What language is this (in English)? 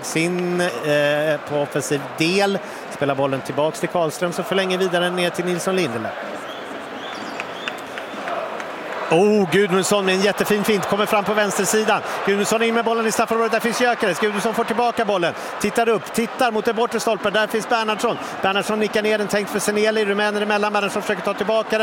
Swedish